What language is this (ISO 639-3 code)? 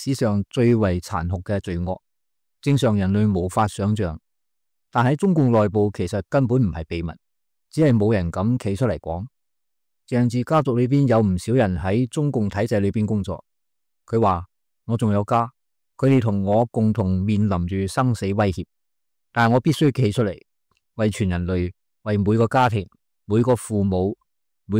yue